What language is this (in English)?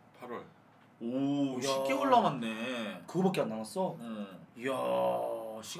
Korean